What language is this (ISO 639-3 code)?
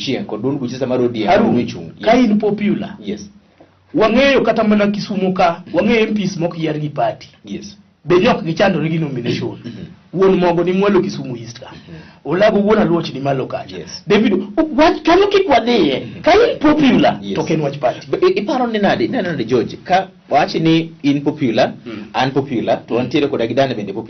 luo